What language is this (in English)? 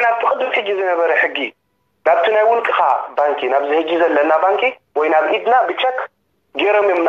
Tigrinya